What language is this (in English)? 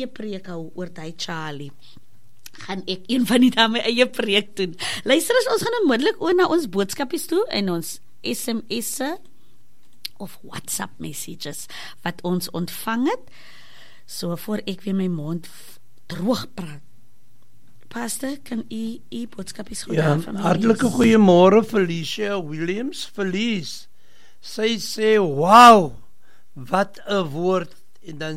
Afrikaans